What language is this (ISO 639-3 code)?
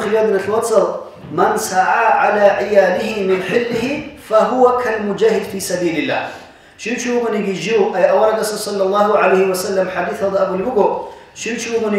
ava